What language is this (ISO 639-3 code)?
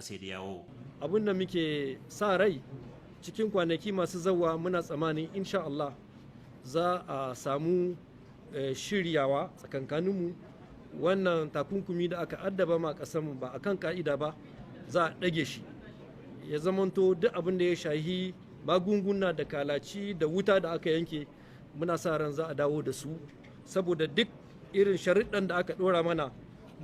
hau